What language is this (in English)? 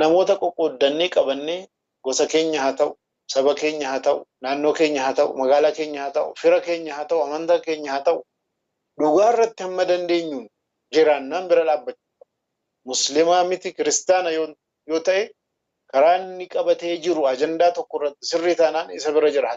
Oromo